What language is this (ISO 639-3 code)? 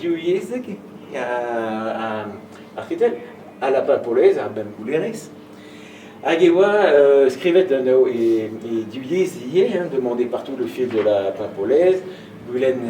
bre